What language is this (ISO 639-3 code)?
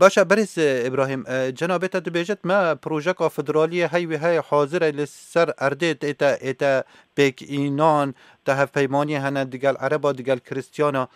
kur